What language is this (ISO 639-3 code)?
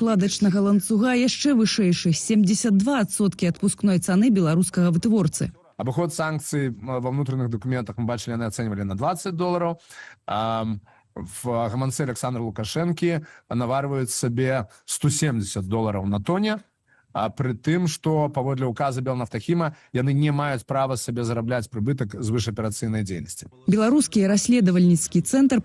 bel